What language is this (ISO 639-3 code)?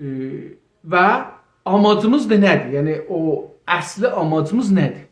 azb